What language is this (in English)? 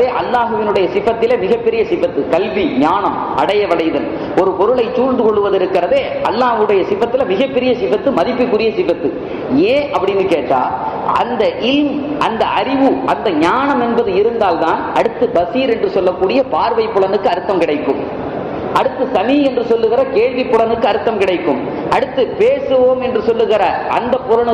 Tamil